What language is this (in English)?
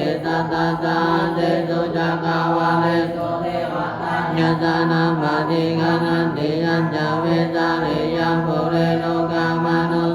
Pali